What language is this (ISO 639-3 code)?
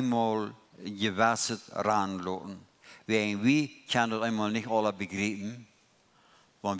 pdt